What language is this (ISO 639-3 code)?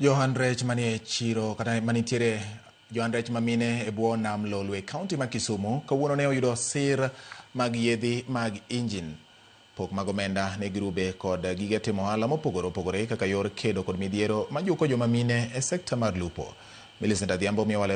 luo